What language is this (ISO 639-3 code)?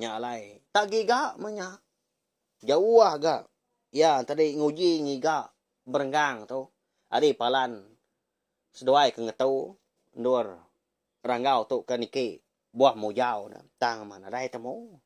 iba